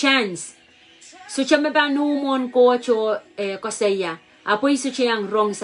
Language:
Pohnpeian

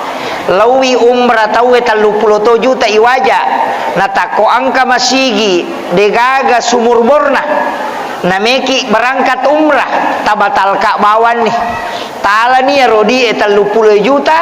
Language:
Buginese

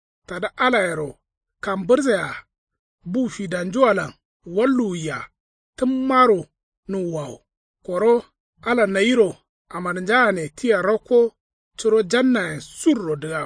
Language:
Kanuri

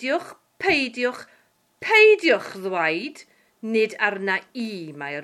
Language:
Welsh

